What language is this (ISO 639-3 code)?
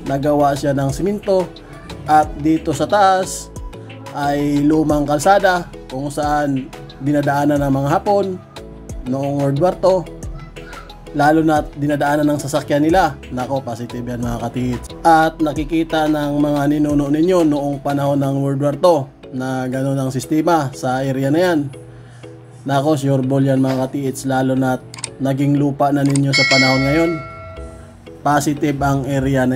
fil